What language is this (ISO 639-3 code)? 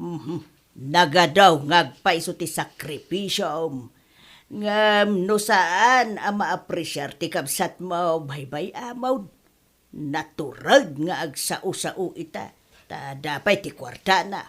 ilo